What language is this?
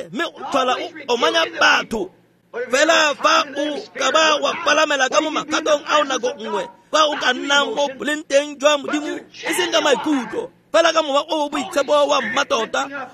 Tswana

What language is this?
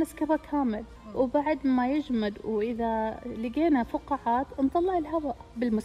Najdi Arabic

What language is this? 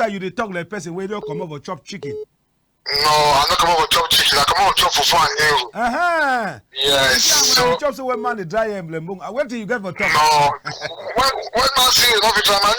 Cameroon Pidgin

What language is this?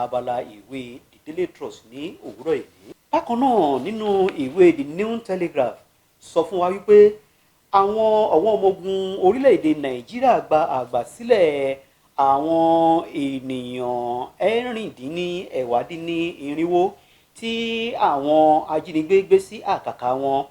Yoruba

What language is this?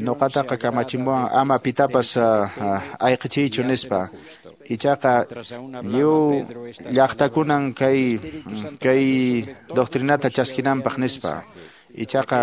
Quechua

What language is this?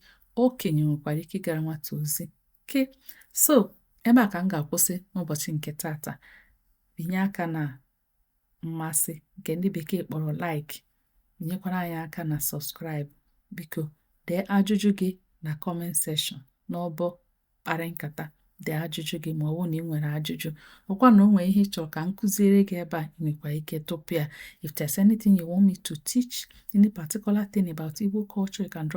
Igbo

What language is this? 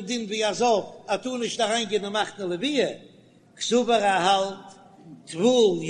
Yiddish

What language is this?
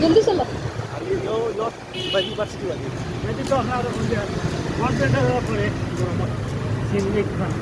Sylheti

